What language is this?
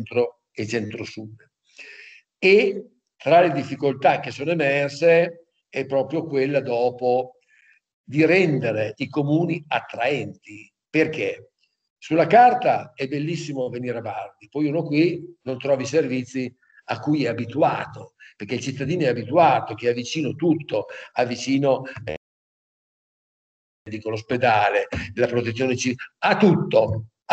Italian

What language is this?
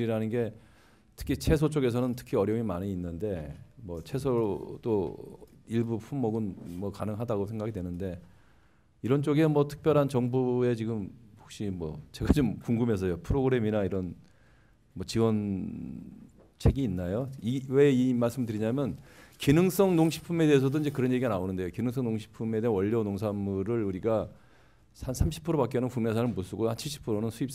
Korean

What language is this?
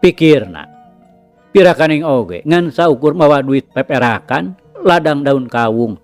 Sundanese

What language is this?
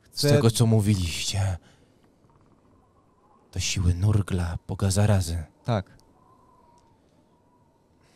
Polish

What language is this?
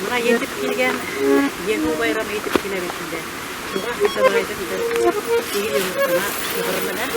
Bashkir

